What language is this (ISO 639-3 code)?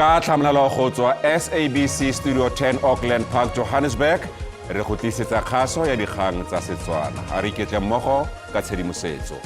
tsn